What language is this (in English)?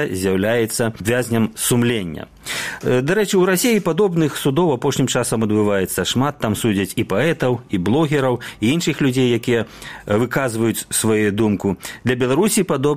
Belarusian